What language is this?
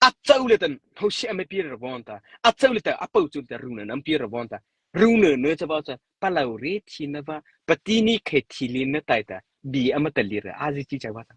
Mara Chin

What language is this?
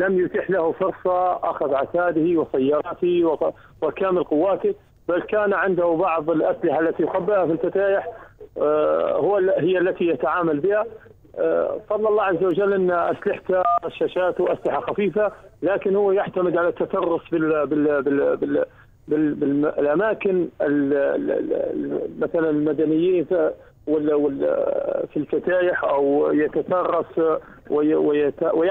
Arabic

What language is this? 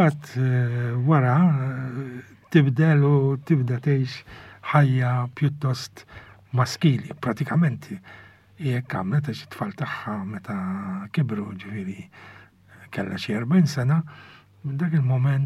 Maltese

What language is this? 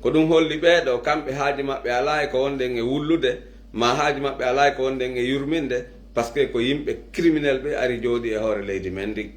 Pular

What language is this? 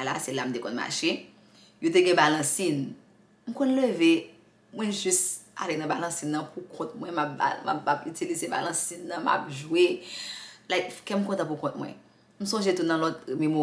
Haitian Creole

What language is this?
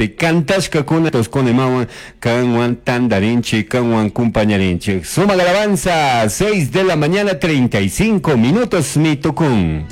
Chimborazo Highland Quichua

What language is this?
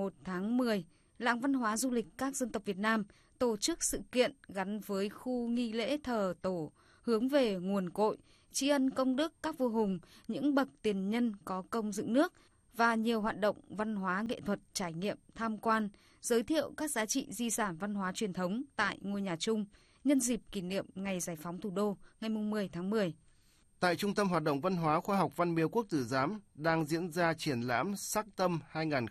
Vietnamese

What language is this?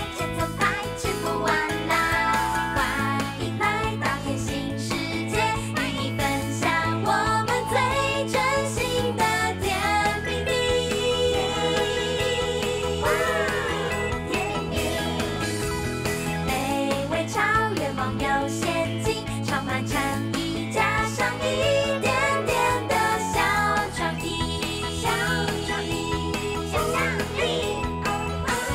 Chinese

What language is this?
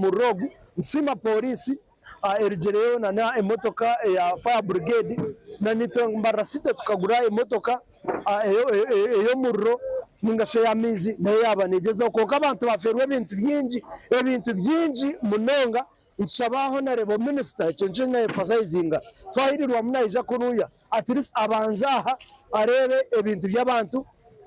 Nyankole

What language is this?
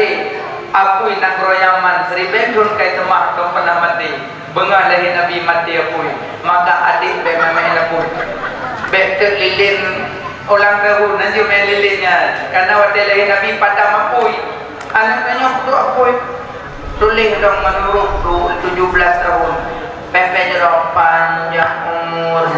Achinese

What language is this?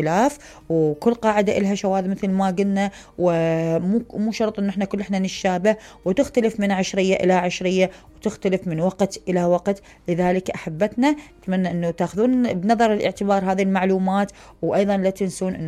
Mesopotamian Arabic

